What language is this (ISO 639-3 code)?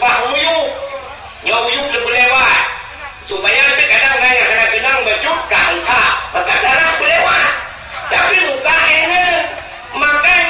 ace